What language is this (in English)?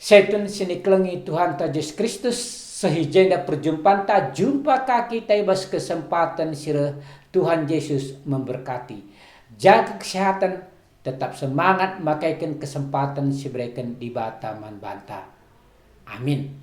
Batak Karo